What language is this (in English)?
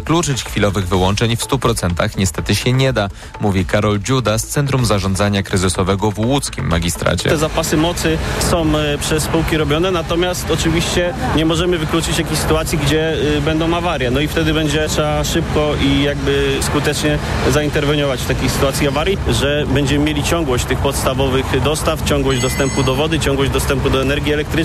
Polish